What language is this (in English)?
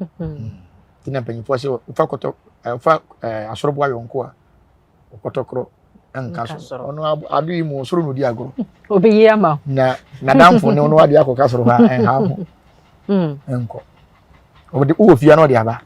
Akan